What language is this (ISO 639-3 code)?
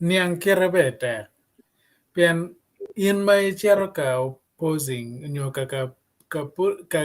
ach